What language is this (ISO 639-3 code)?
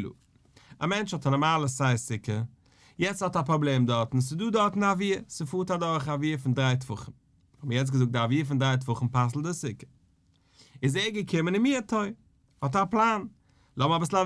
yid